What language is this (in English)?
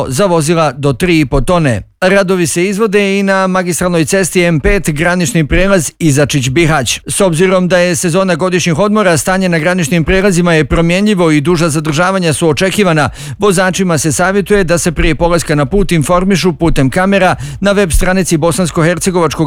Bosnian